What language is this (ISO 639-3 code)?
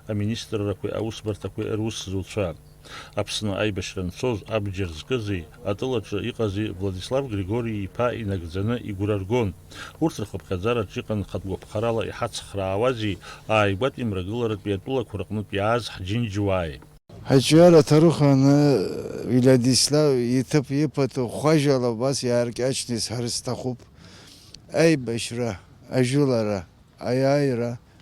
abk